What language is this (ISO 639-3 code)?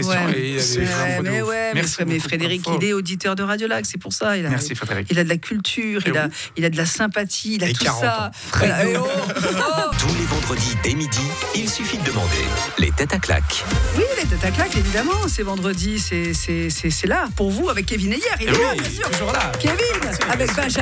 fra